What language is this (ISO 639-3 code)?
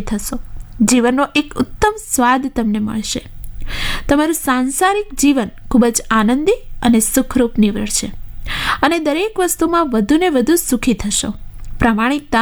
guj